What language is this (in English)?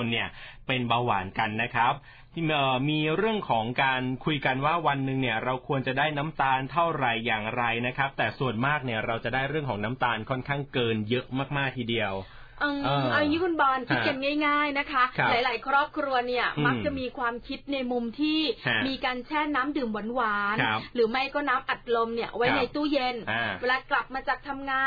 Thai